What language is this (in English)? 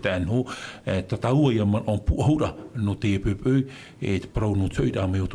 Tahitian